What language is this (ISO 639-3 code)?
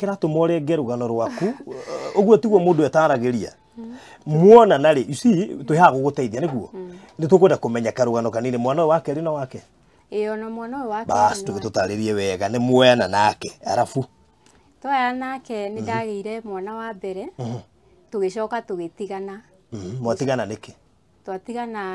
kik